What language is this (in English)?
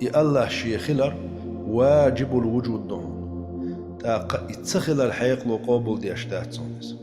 Chechen